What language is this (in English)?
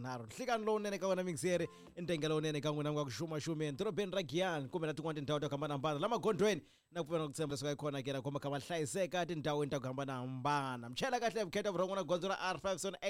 Tsonga